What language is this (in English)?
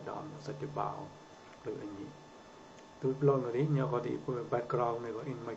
Mon